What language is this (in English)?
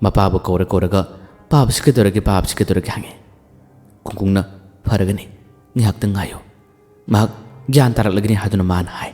Manipuri